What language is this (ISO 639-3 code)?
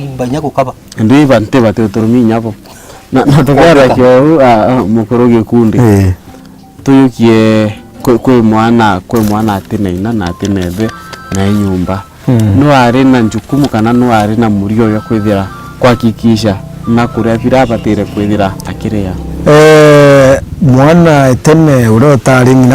mer